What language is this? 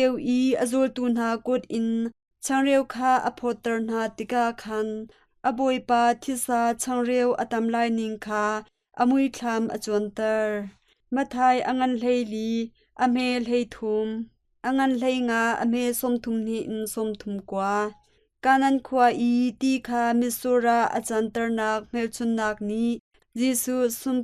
Hakha Chin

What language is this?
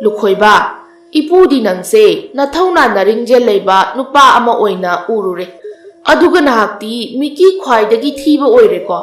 Manipuri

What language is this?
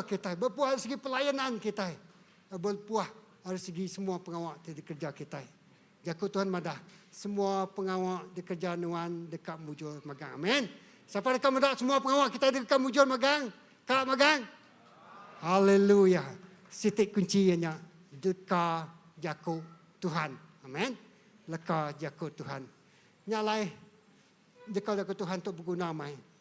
Iban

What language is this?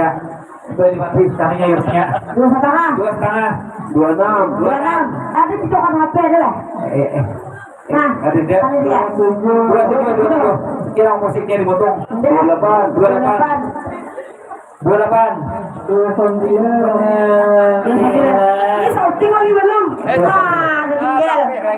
Banjar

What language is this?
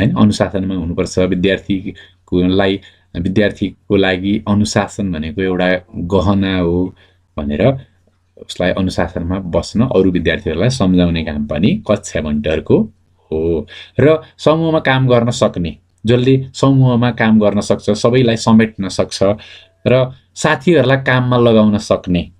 Nepali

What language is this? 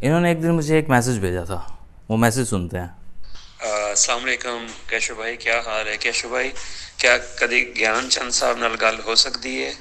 Saraiki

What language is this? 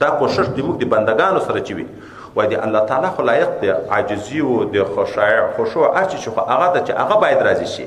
Pashto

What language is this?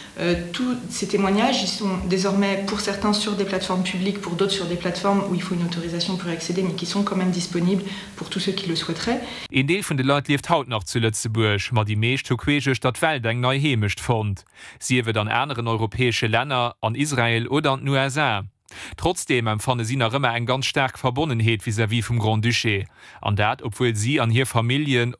Luxembourgish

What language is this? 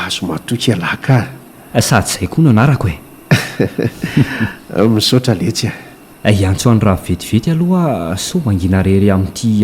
Malagasy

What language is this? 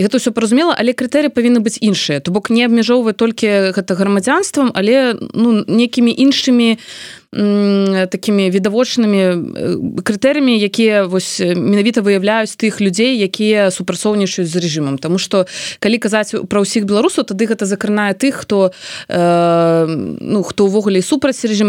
Belarusian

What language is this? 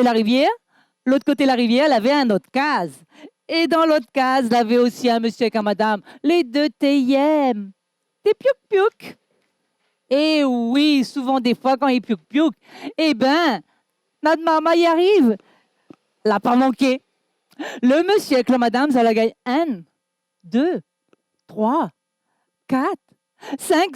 Réunion Creole French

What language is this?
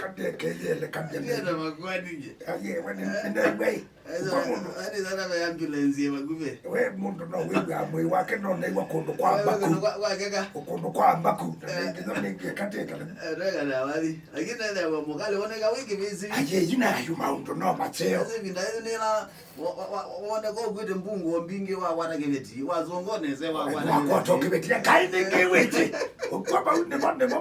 Kamba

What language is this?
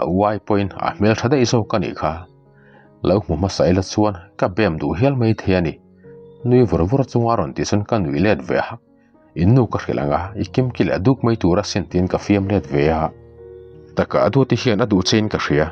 Mizo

